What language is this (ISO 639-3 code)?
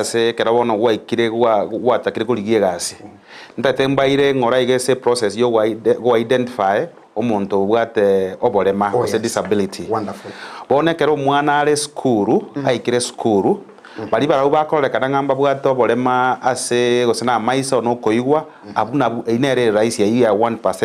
guz